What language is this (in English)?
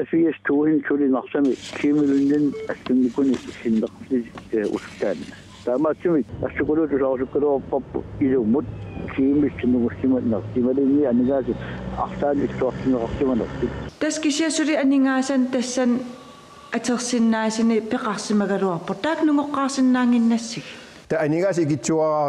Kalaallisut